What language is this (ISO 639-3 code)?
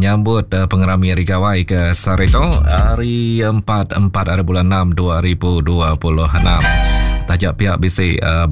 iba